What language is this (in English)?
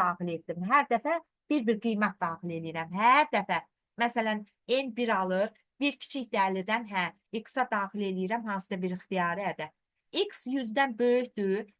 Azerbaijani